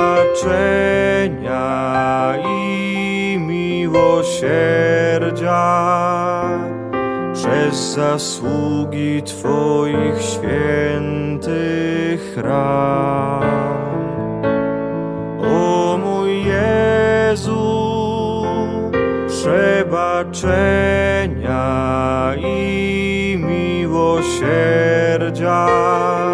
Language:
Polish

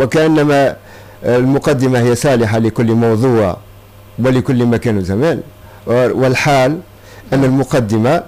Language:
Tunisian Arabic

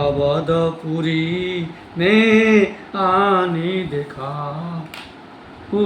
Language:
Maithili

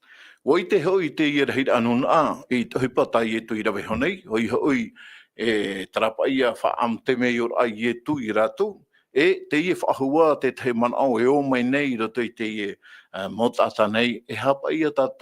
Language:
Tahitian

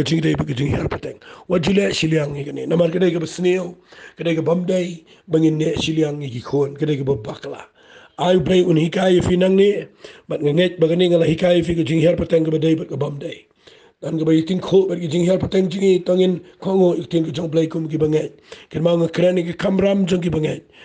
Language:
Khasi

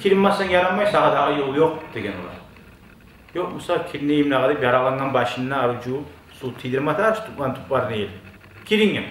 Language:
Kumyk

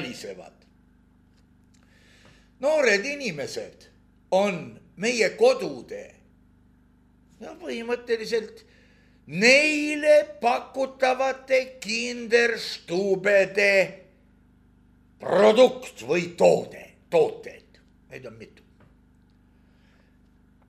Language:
Estonian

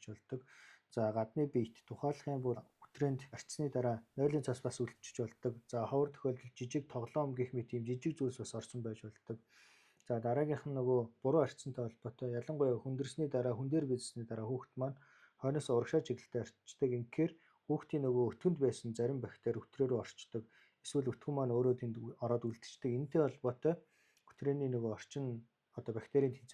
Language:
Mongolian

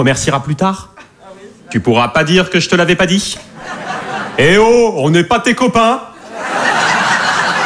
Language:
French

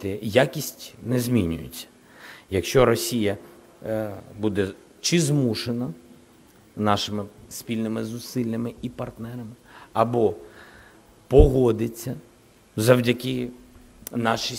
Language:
Ukrainian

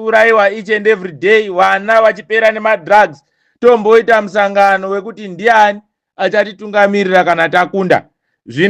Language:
Shona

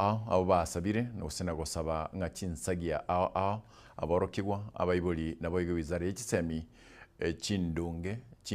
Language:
Gusii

